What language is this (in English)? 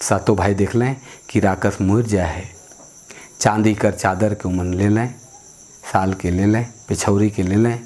Sadri